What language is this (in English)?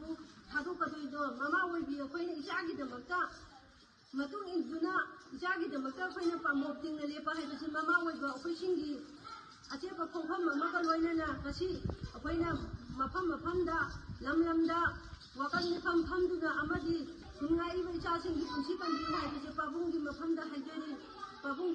Manipuri